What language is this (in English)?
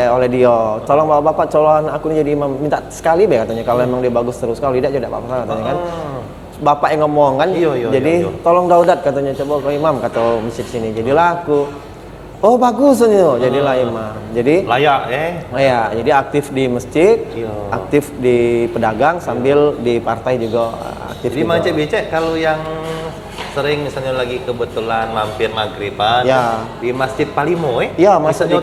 Musi